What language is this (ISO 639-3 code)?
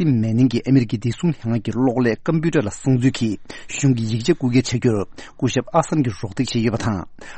bod